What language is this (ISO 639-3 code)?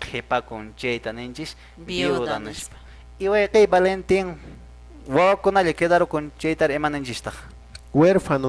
que